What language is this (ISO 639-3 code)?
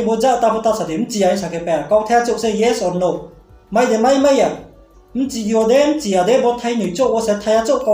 ria